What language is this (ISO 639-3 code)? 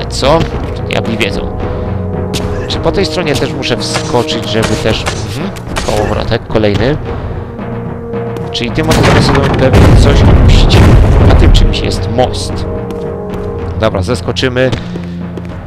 pol